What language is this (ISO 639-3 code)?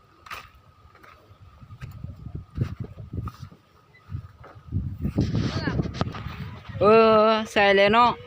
lao